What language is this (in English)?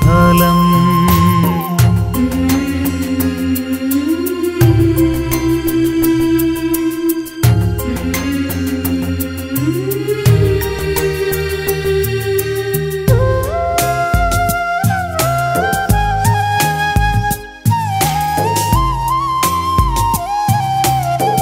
Malayalam